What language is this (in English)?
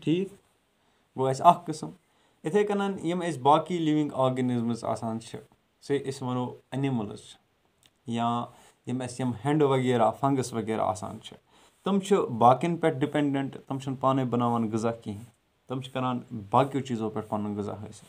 Kashmiri